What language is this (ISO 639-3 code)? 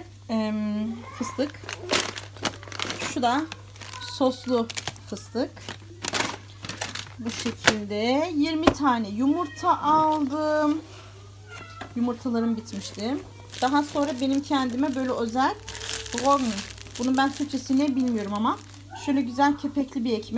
tur